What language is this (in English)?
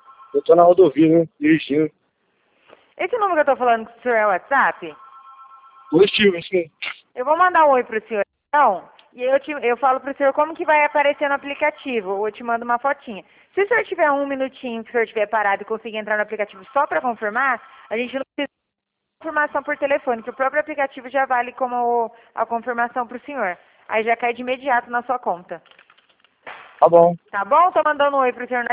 Portuguese